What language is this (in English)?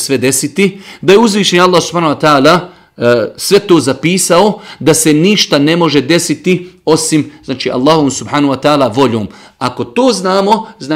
Bosnian